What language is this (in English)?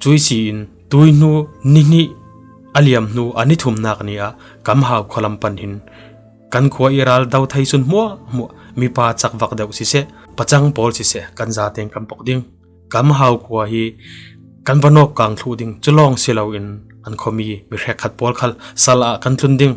Falam Chin